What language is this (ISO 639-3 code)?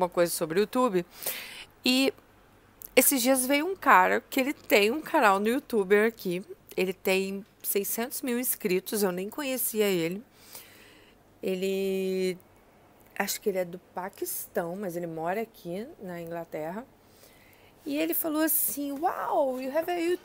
por